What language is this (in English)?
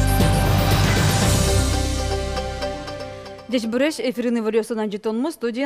Udmurt